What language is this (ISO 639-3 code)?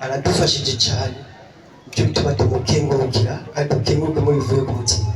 run